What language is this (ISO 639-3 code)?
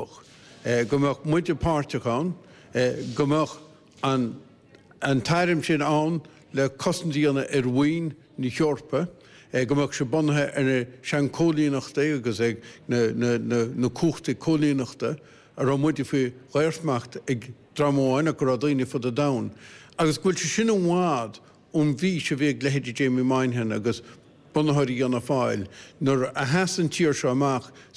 gle